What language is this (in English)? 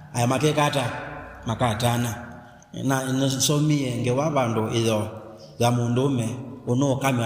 Kamba